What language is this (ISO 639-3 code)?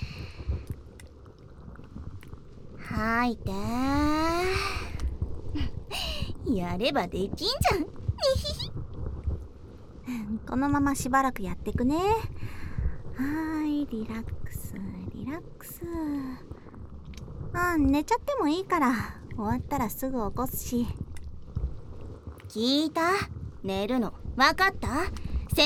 jpn